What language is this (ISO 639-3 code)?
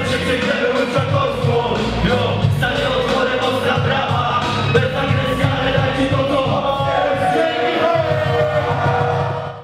pol